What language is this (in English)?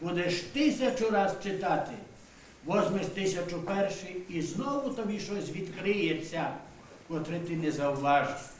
Rusyn